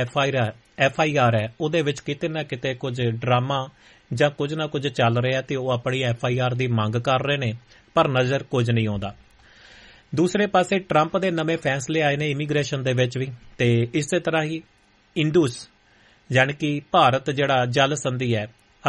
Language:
Punjabi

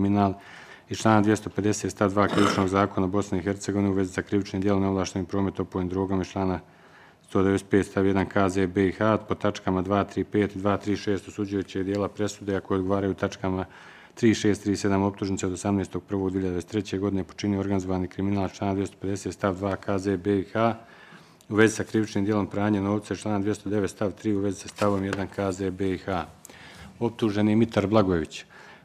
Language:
Bosnian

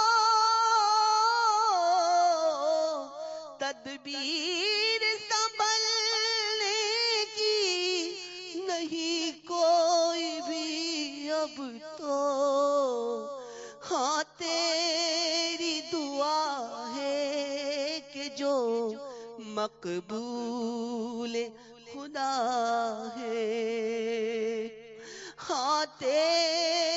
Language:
Urdu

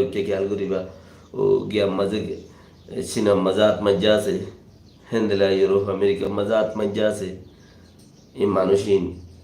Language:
Rohingya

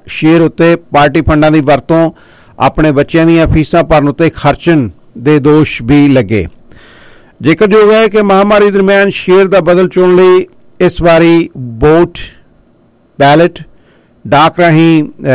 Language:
Punjabi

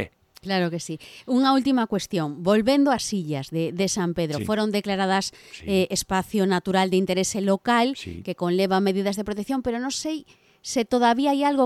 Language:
Galician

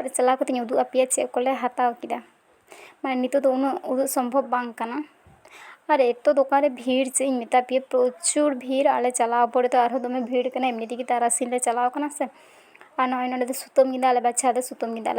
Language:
Santali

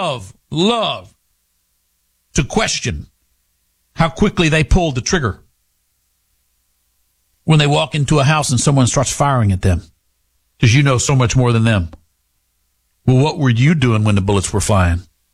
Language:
English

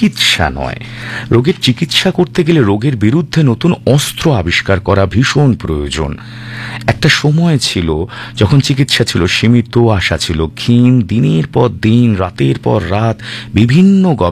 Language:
Bangla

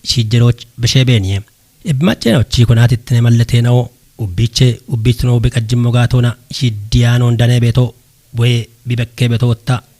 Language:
Kafa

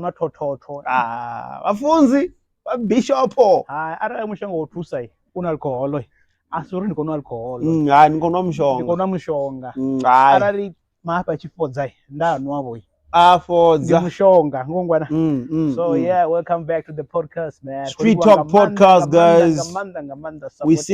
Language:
Venda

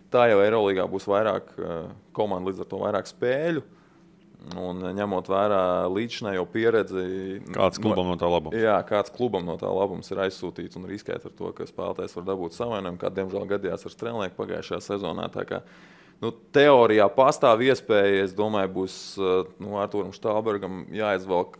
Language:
Latvian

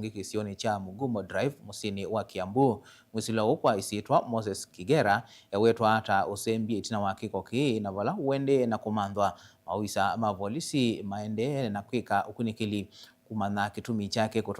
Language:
Kamba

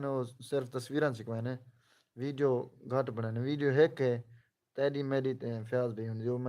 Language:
Saraiki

